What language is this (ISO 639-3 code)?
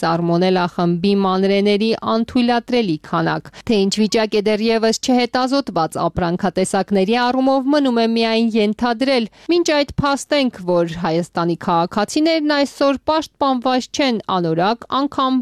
hye